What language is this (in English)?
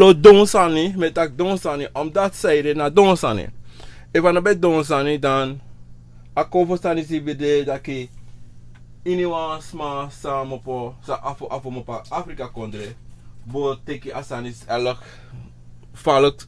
Sranan Tongo